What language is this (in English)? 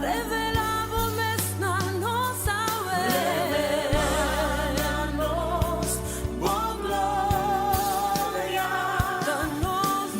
Papiamento